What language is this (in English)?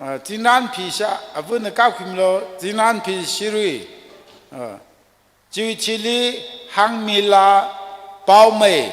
Tangkhul Naga (India)